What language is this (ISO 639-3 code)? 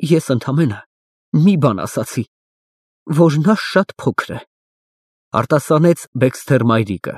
hye